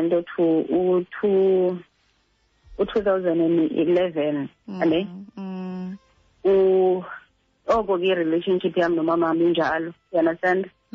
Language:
Xhosa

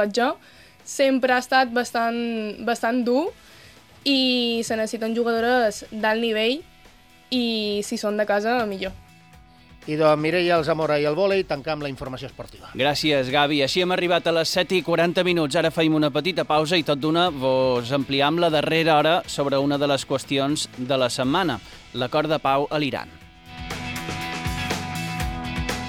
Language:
Catalan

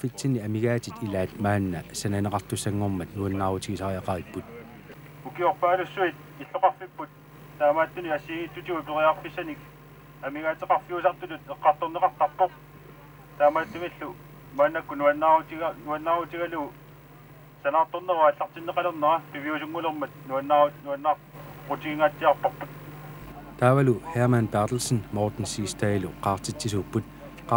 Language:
Kalaallisut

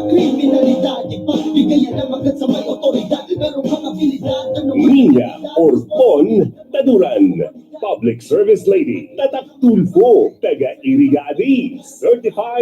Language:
Bikol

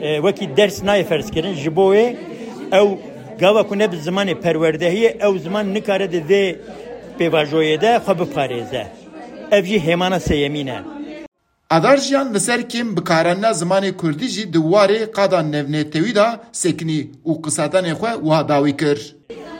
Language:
Kurdish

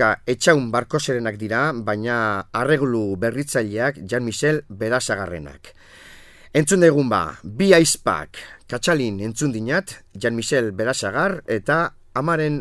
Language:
Basque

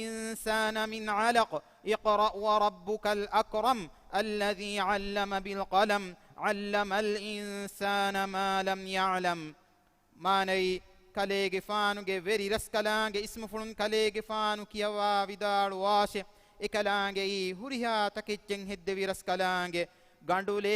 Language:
Divehi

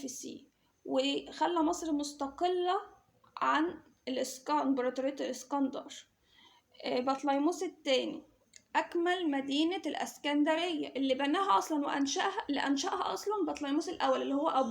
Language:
Egyptian Arabic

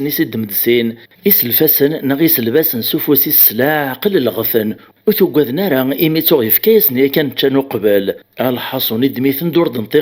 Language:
Kabyle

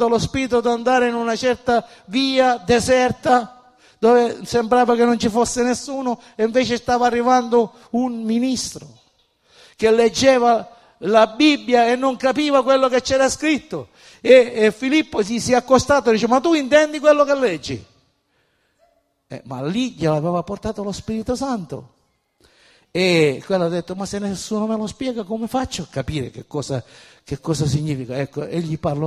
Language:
Italian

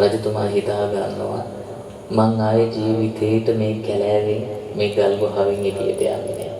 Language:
Sinhala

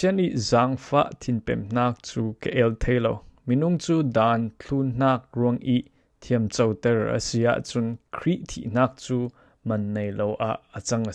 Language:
Falam Chin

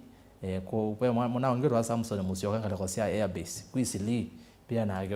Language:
Kamba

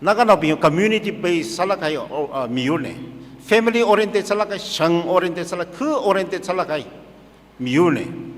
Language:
Tangkhul Naga (India)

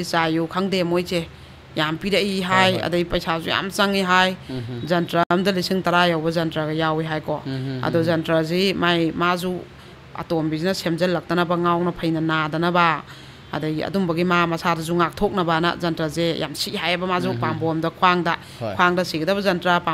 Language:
Manipuri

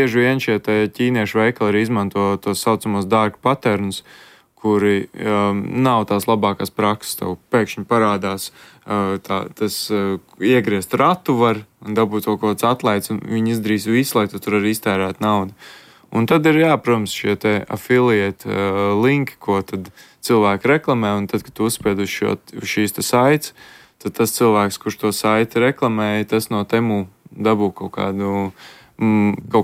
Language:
Latvian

